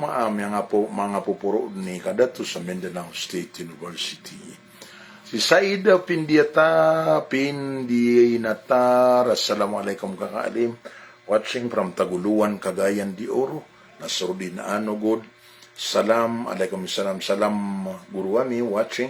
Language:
Maranao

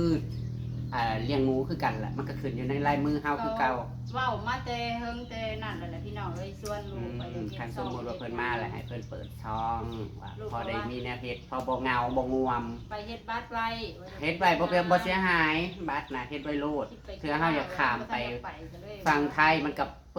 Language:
Northeastern Thai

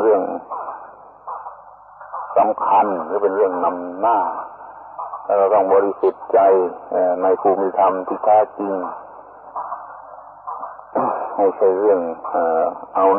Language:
Thai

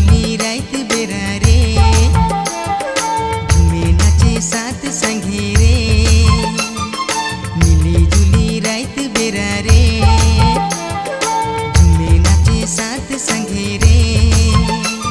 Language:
Sadri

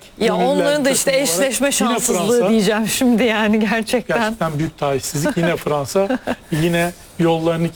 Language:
Turkish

